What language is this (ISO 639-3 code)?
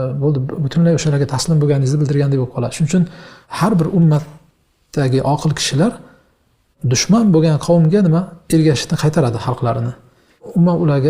uzb